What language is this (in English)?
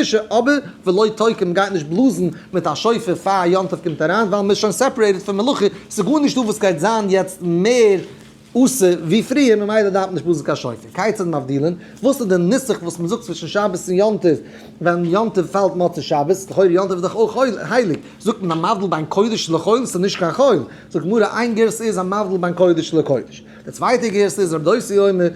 Yiddish